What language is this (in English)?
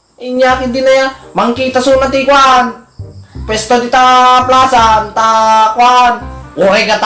Iloko